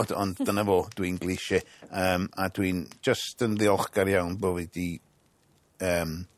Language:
Welsh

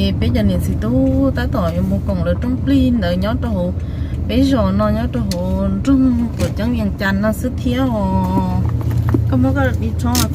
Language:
Hmong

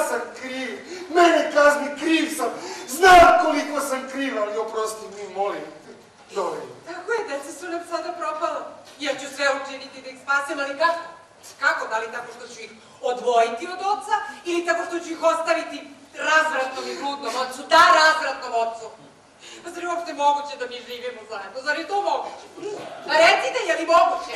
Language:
Serbian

